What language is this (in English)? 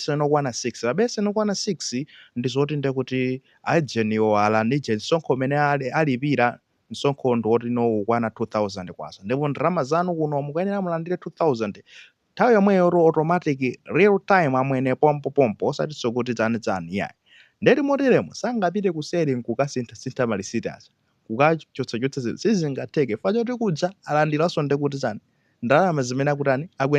Nyanja